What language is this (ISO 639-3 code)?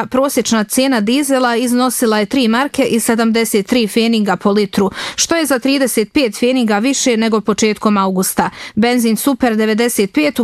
bos